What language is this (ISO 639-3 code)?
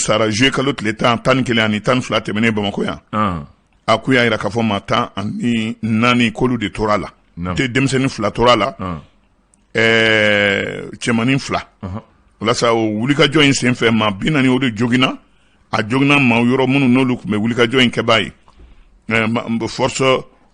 bam